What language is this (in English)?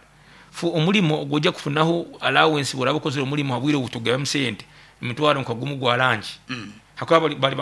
Nyankole